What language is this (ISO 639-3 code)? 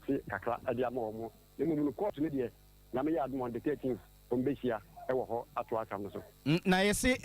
aka